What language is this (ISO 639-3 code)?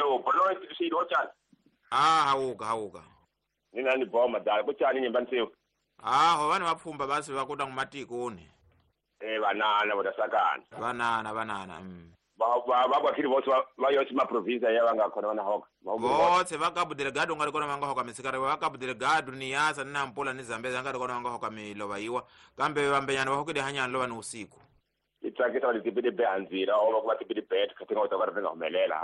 tso